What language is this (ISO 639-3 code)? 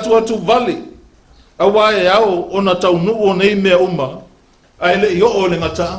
smo